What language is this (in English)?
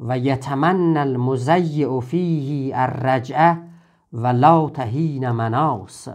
South Azerbaijani